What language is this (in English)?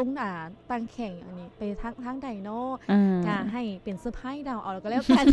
Lao